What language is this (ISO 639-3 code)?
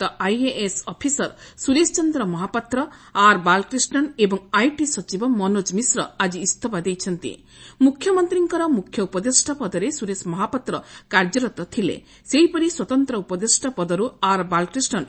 ori